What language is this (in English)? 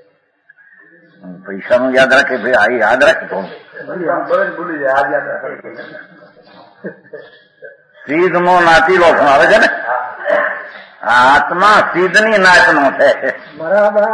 Gujarati